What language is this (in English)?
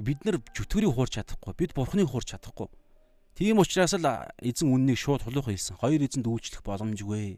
Mongolian